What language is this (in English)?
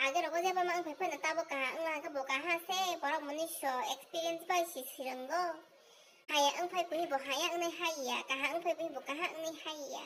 Kok Borok